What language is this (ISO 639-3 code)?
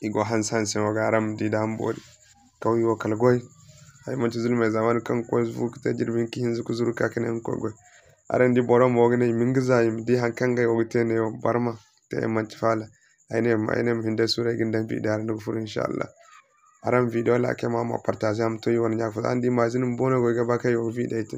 dje